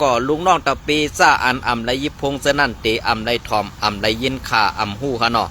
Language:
Shan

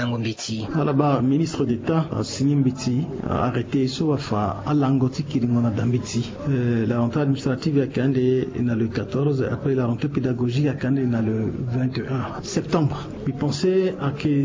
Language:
Sango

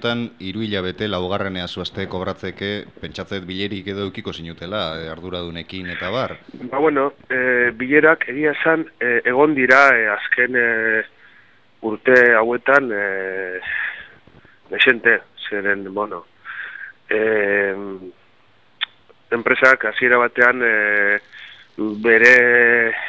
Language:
Basque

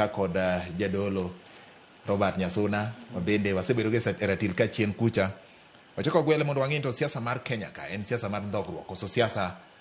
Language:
Luo (Kenya and Tanzania)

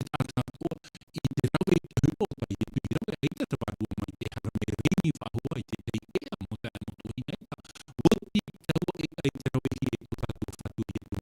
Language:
Tahitian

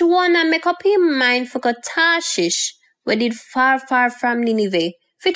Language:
Jamaican Creole English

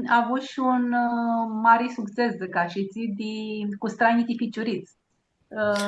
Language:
Aromanian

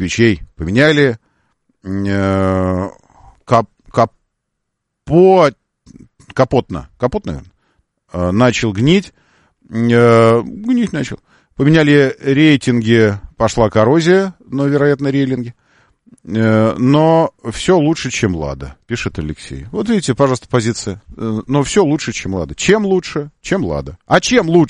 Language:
Russian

